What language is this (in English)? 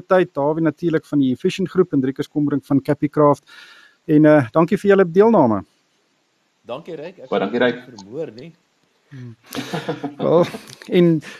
Afrikaans